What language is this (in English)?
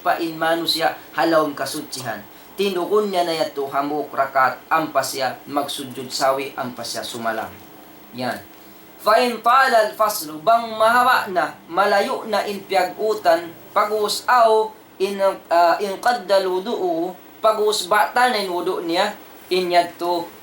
Tausug